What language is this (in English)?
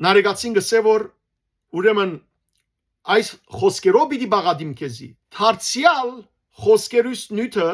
Western Armenian